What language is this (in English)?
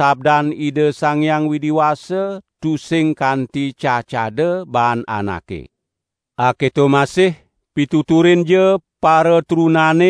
Balinese